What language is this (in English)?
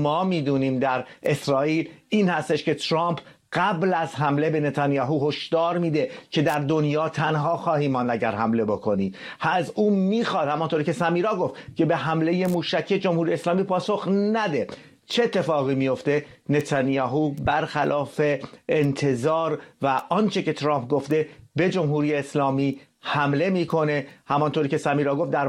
Persian